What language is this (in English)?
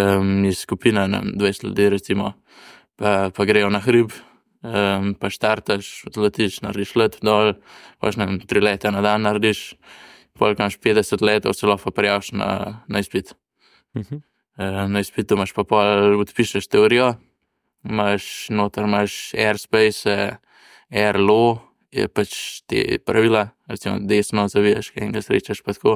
Slovenian